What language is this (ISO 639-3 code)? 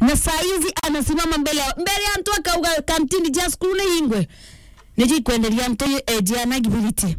mer